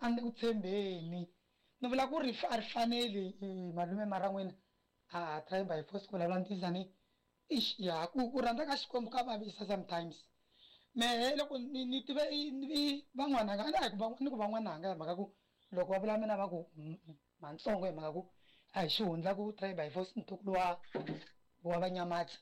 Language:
Tsonga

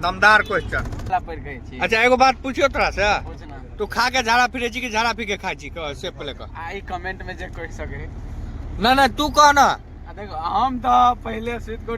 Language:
Maithili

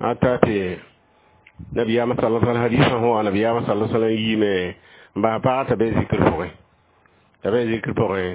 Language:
Mossi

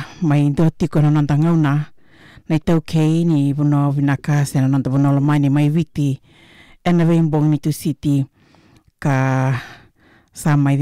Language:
Fijian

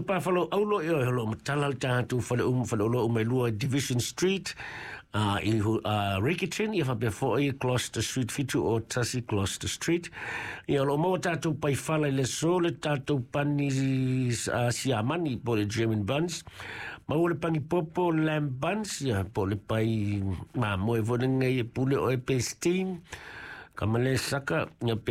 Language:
Samoan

